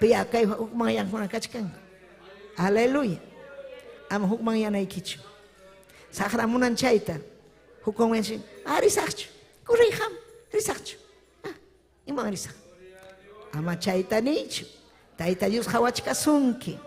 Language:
Ayacucho Quechua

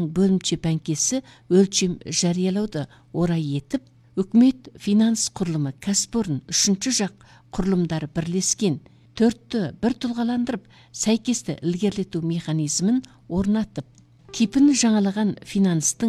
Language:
Kazakh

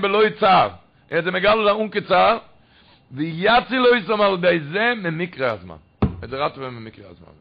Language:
Yiddish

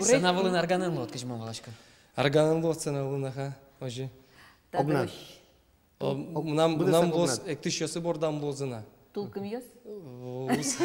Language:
Udmurt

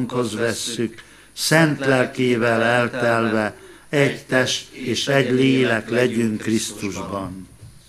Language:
Hungarian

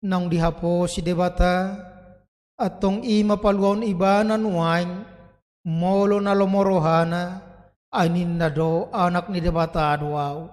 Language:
Batak Toba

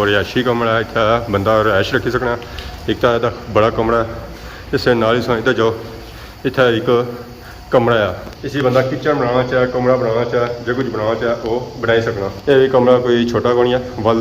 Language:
Pahari-Potwari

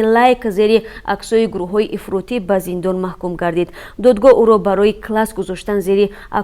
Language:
Tajik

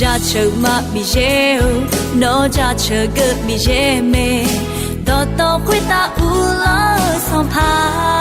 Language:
Akha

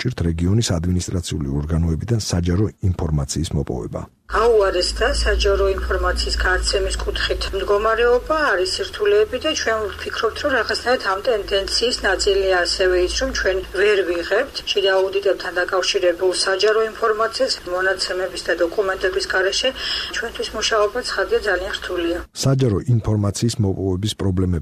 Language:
Georgian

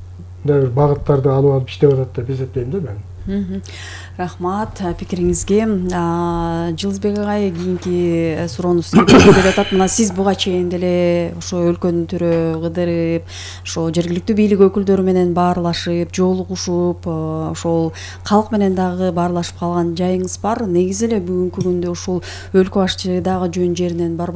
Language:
Kyrgyz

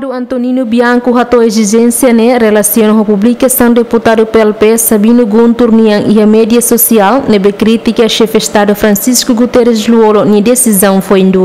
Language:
Tetum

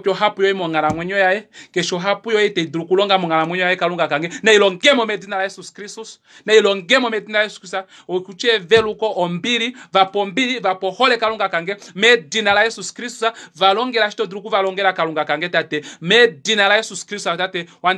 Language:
Kuanyama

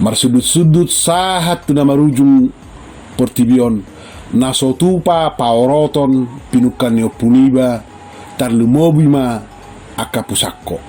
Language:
Batak Toba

